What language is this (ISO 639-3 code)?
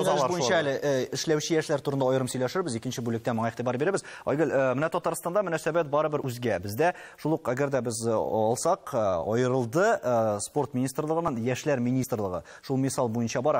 tat